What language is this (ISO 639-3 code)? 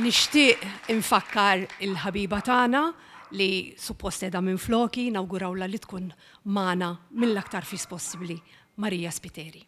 mlt